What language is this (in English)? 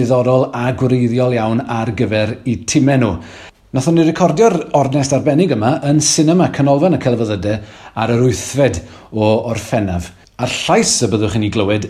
Welsh